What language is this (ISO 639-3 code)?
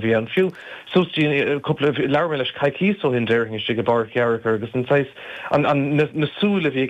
gle